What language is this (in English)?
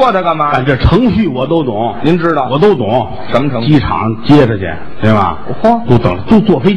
Chinese